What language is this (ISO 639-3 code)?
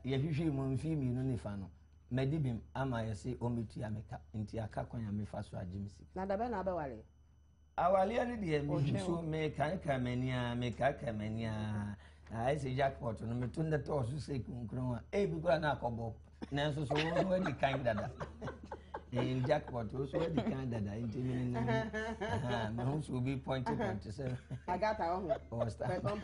aka